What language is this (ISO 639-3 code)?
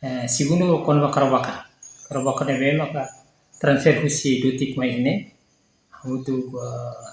tet